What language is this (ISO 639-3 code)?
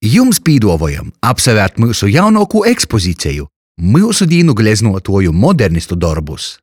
ltg